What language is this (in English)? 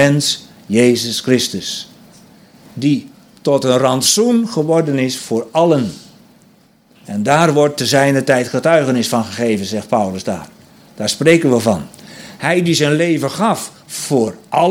Dutch